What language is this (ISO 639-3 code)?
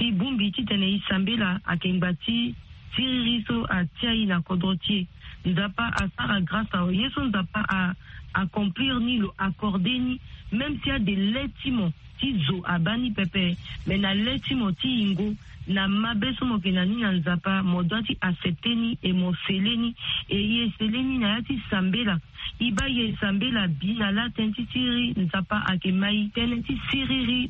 sag